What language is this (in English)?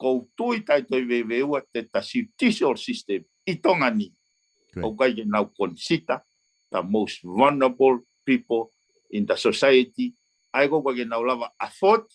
Tongan